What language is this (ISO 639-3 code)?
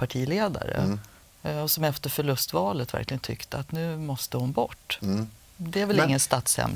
swe